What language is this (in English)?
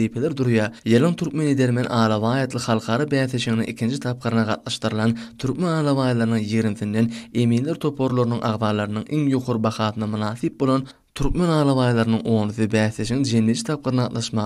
Turkmen